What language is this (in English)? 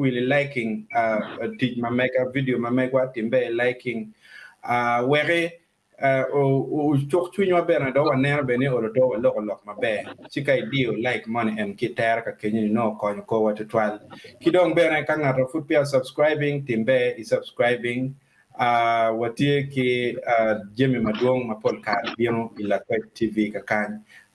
Acoli